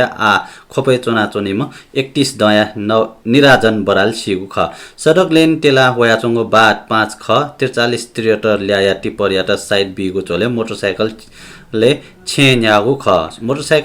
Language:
Newari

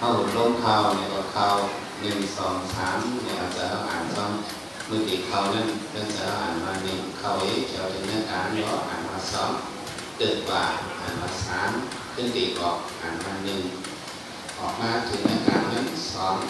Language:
Shan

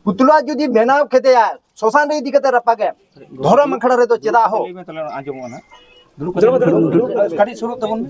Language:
Santali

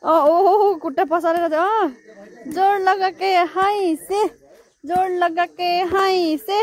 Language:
Nepali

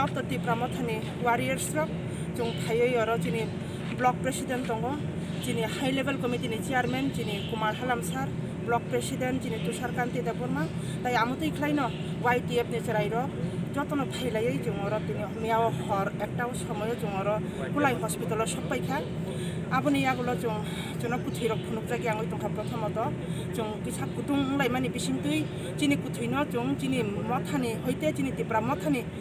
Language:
Kok Borok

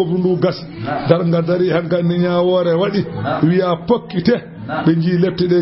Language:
Fula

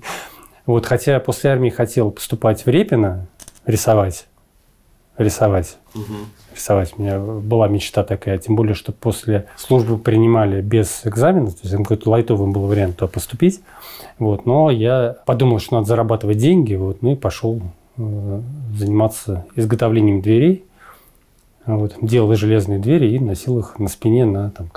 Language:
Russian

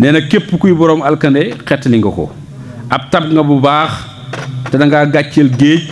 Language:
Wolof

